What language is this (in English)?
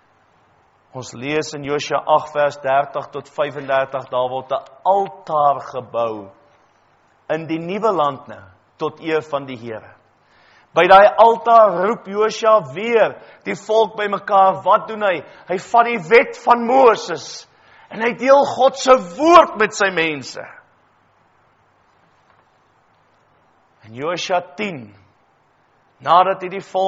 Afrikaans